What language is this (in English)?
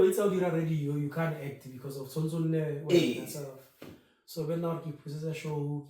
Tswana